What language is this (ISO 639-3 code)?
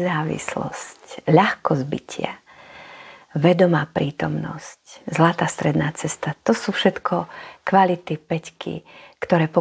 slk